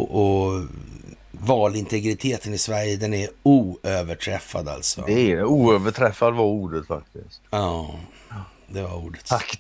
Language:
Swedish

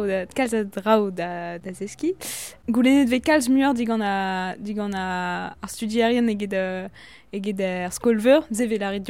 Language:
Breton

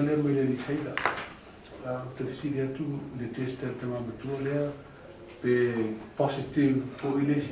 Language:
Samoan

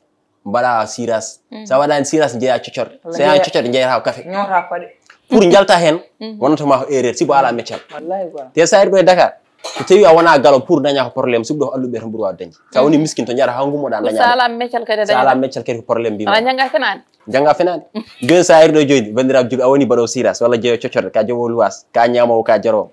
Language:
Fula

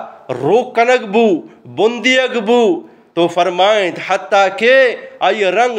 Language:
Eastern Balochi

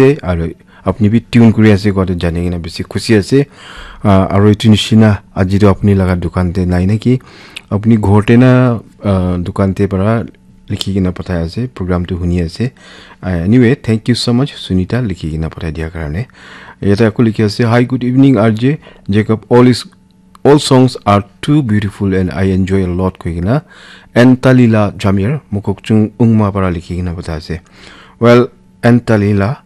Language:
Naga Pidgin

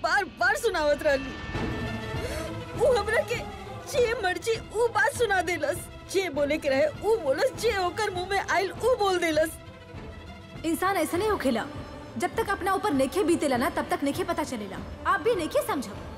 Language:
Bhojpuri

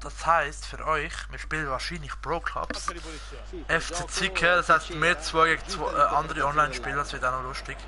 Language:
Swiss German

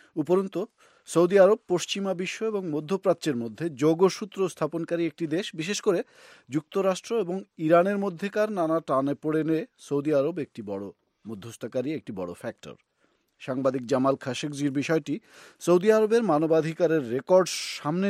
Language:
Bangla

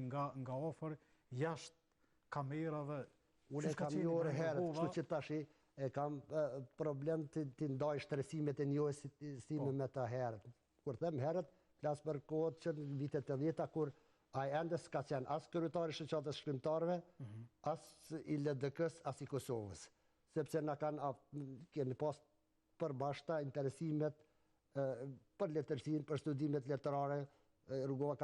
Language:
Albanian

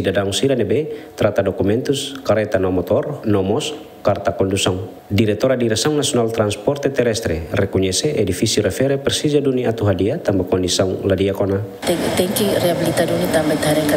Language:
Tetum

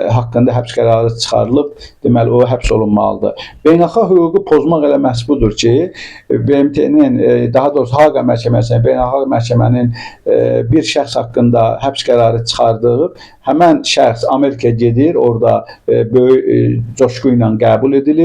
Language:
Azerbaijani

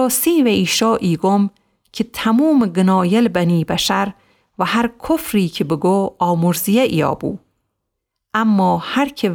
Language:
Gilaki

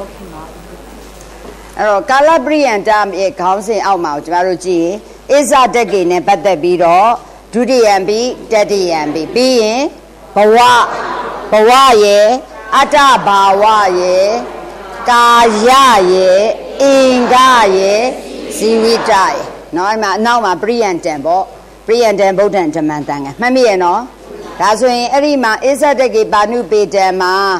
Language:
Burmese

